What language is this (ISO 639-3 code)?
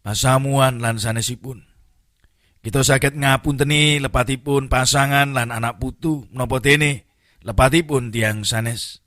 jav